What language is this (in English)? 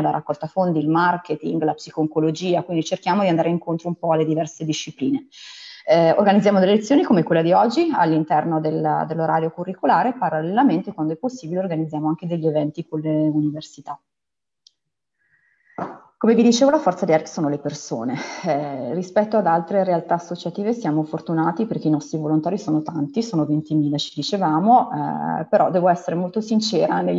Italian